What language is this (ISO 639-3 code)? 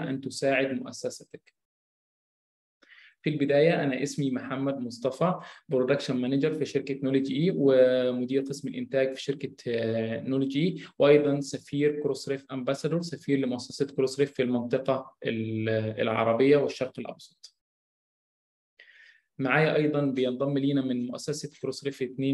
arz